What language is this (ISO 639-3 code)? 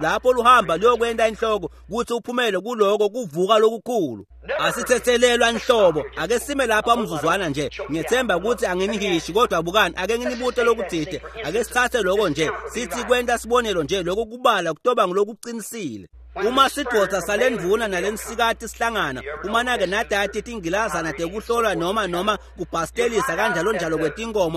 ssw